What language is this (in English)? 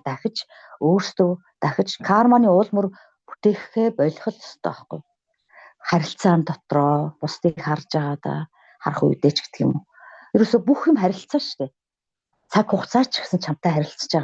Mongolian